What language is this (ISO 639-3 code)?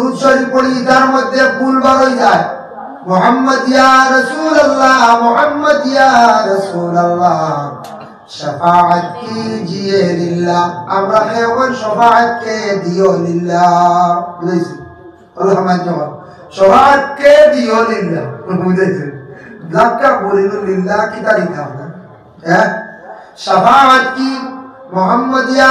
syl